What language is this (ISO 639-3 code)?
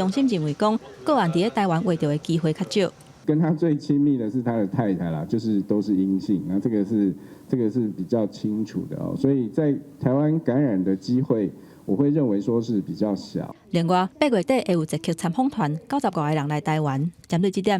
nan